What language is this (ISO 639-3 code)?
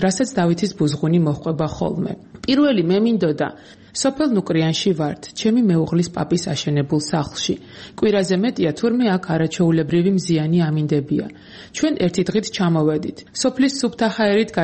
kat